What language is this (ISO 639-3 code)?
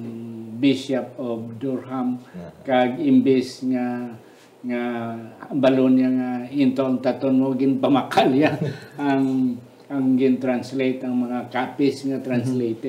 hil